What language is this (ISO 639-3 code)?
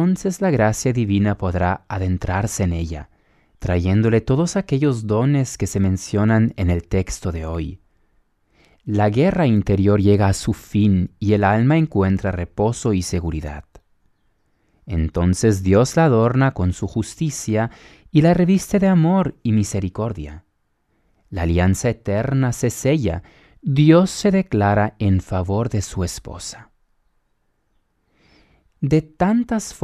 spa